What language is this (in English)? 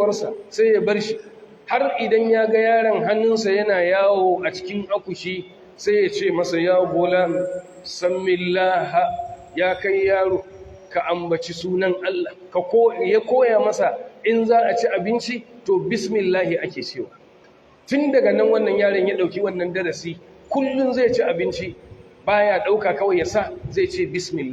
Hausa